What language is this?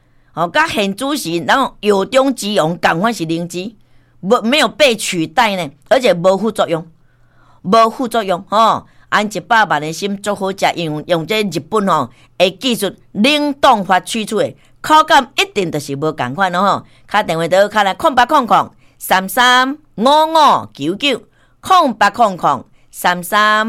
Min Nan Chinese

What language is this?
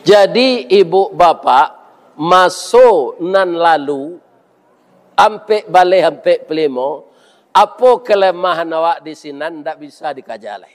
Minangkabau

